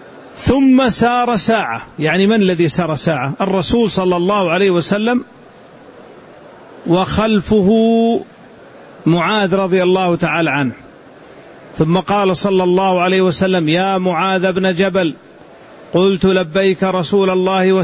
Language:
Arabic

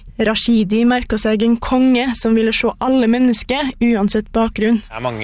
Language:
Norwegian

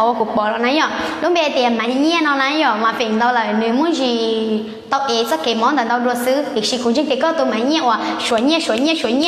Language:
Hmong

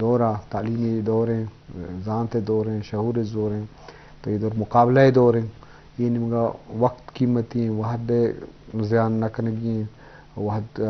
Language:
Eastern Balochi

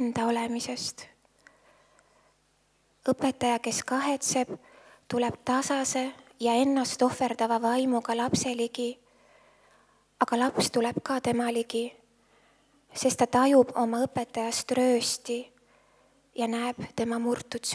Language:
Estonian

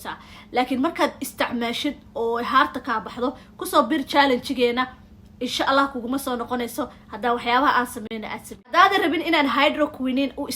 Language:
Somali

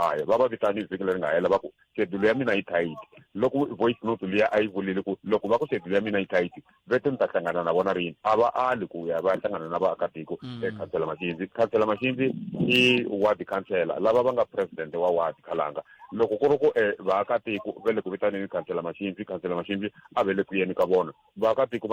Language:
Tsonga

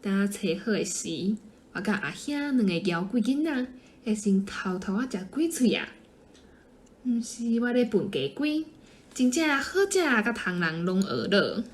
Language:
Min Nan Chinese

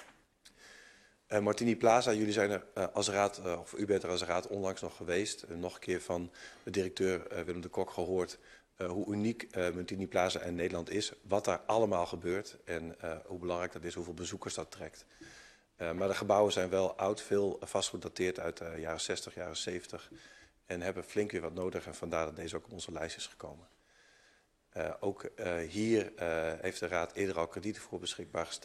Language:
Dutch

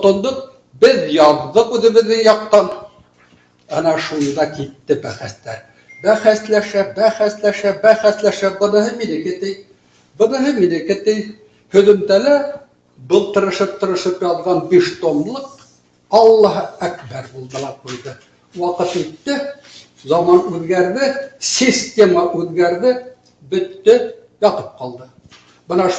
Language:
Bashkir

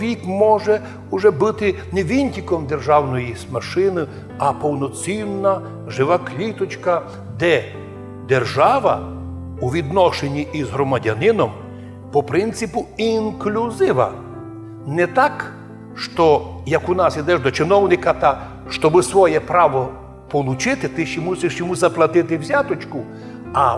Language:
Rusyn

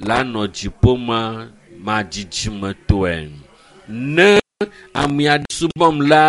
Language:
Ewe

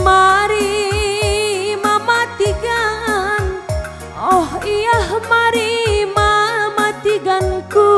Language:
Batak Karo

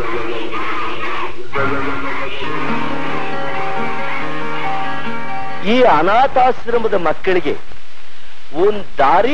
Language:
Kannada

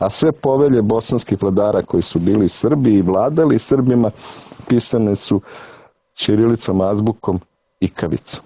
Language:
Serbian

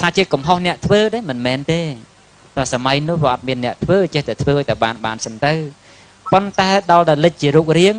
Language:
Khmer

